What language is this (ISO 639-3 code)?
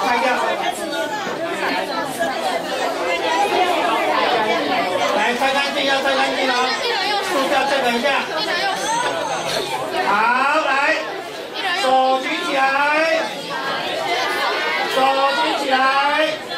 zho